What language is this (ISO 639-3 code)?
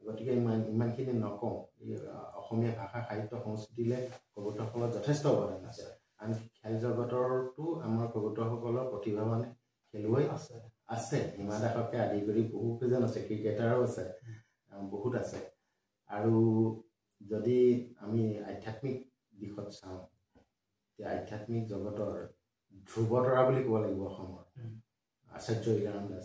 asm